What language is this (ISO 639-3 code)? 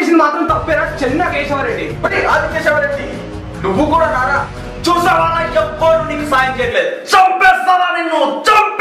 tel